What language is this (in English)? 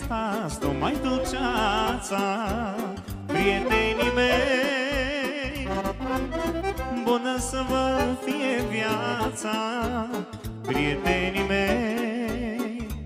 Romanian